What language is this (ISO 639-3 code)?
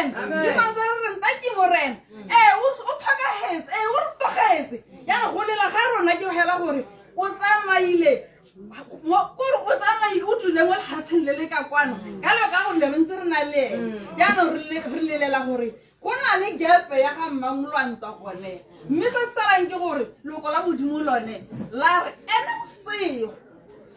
tsn